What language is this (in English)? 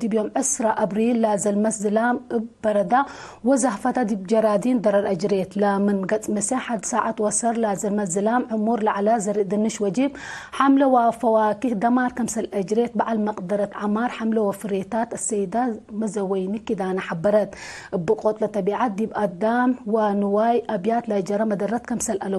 Tigre